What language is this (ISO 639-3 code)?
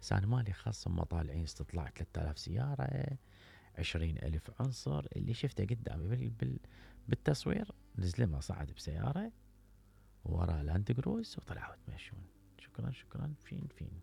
acm